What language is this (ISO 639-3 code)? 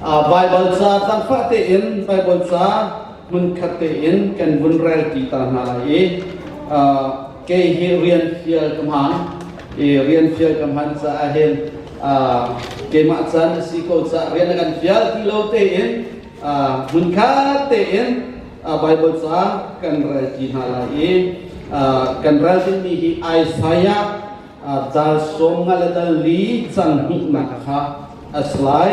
cnh